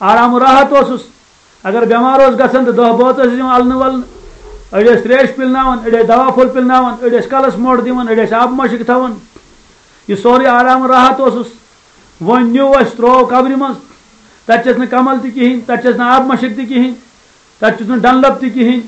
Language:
Kashmiri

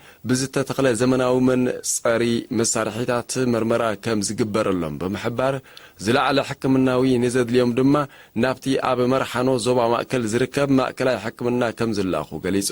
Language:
Tigrinya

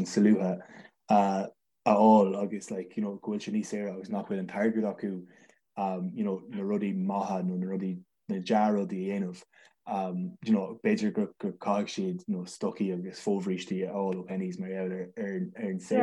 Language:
Irish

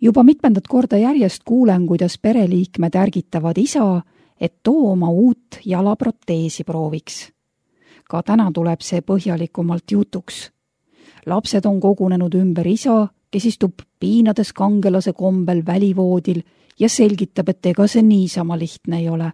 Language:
Estonian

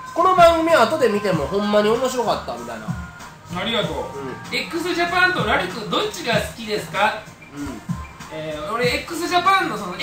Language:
Japanese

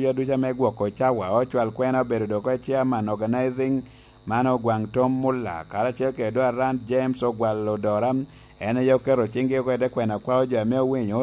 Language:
Lango (Uganda)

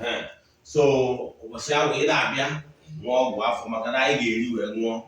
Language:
Igbo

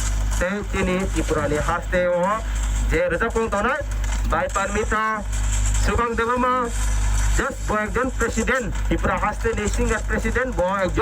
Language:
Kok Borok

